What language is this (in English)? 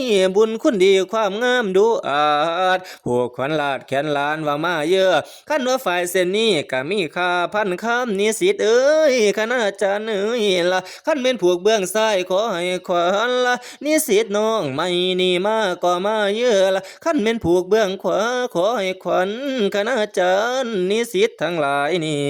Northeastern Thai